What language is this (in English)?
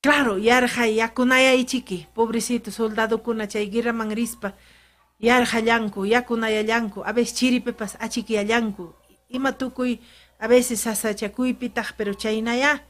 Ayacucho Quechua